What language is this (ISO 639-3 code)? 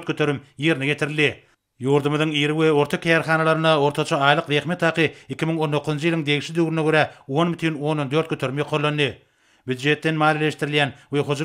tuk